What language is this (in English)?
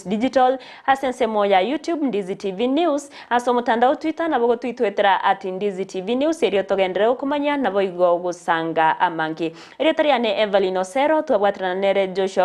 Gusii